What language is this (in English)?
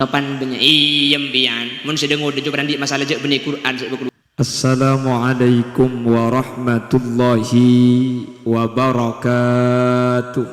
Madurese